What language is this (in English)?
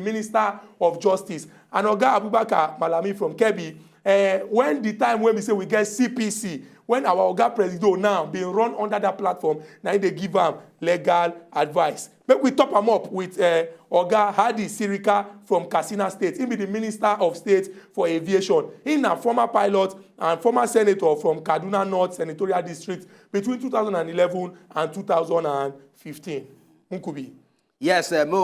Nigerian Pidgin